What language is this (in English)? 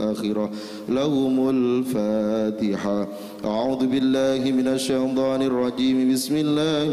Arabic